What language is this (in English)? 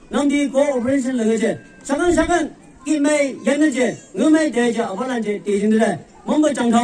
Naga Pidgin